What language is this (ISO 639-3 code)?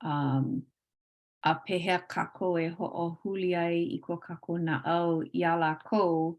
haw